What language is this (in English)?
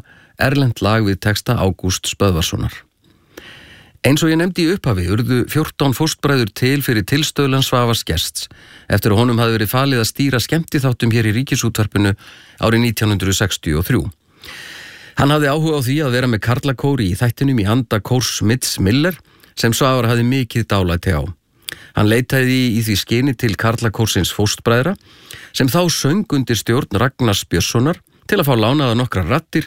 Icelandic